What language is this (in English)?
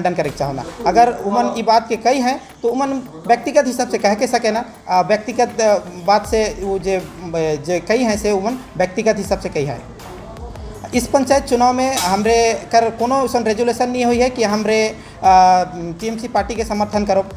Sadri